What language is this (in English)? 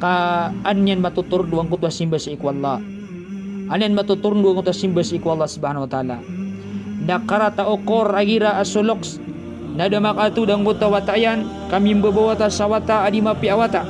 Maranao